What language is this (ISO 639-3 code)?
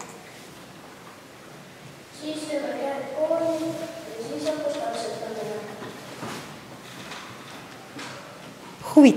est